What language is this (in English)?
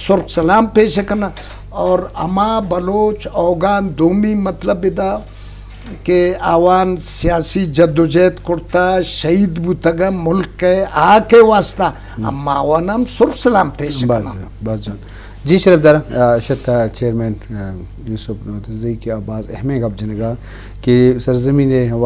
Eastern Balochi